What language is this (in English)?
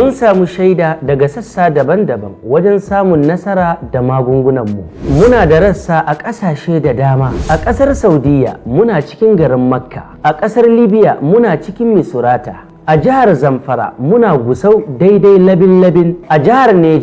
Hausa